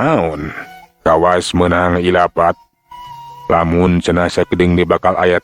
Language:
Sundanese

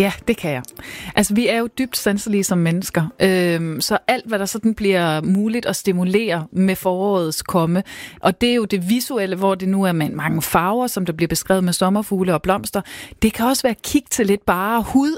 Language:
Danish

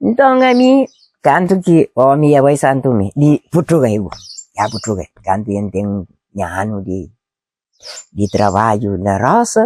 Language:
Kabuverdianu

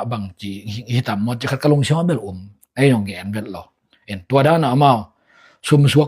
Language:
Tedim Chin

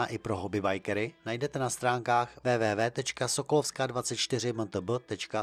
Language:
Czech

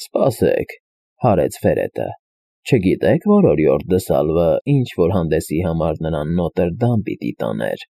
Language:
Armenian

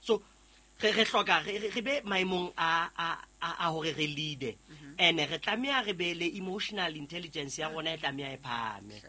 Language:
Southern Sotho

